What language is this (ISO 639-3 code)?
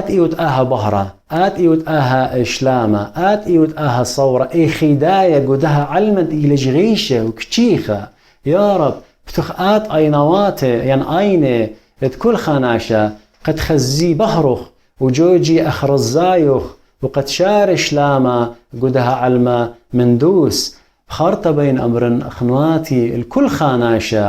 aii